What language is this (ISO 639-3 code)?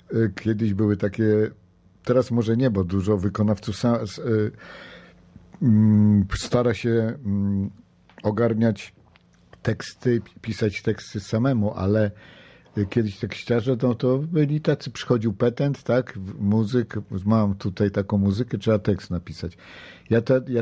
pol